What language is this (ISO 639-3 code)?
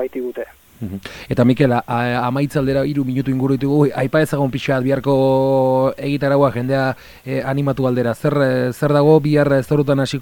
eus